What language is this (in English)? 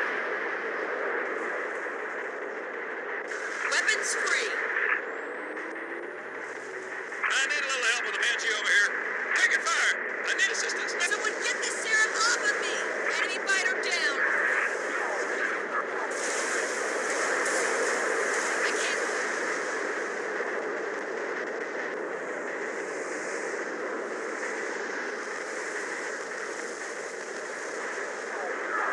English